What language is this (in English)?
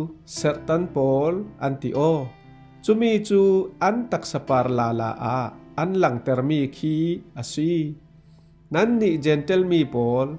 Falam Chin